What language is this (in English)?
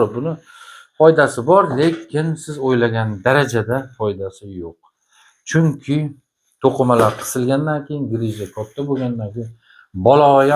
Uzbek